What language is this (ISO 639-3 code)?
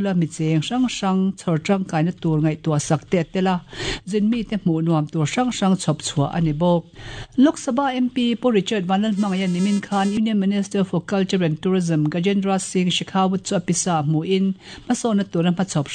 lus